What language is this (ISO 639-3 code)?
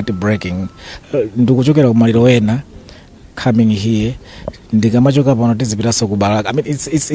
nya